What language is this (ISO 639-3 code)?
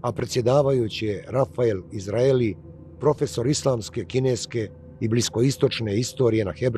bos